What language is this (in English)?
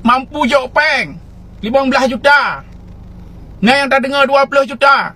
Achinese